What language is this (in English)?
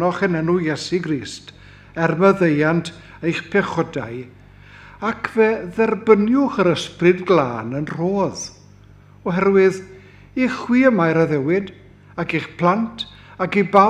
Welsh